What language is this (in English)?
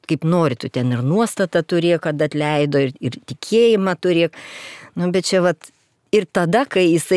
Lithuanian